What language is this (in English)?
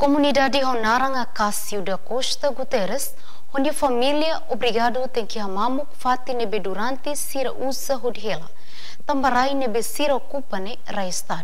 Tetum